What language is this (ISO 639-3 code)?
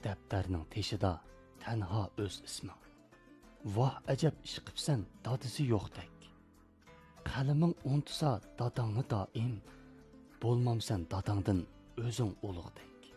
uig